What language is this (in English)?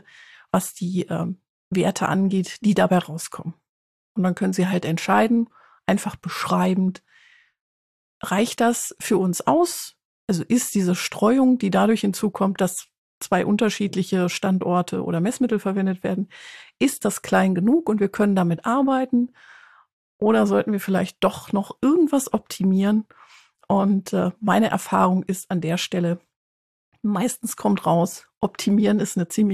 German